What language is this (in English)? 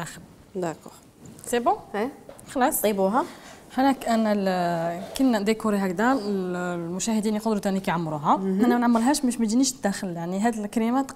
Algerian Arabic